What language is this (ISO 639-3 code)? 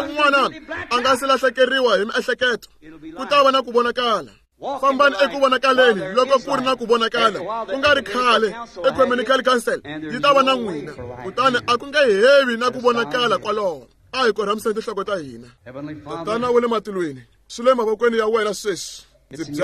tso